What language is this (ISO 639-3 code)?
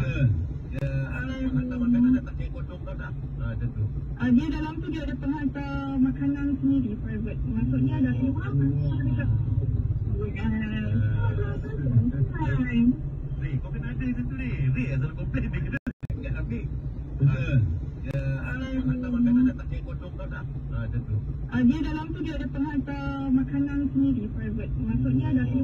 msa